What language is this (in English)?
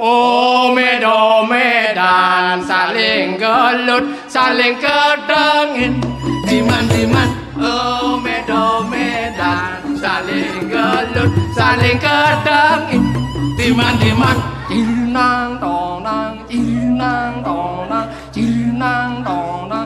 Balinese